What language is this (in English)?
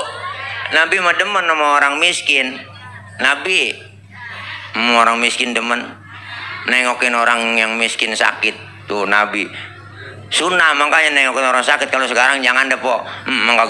Betawi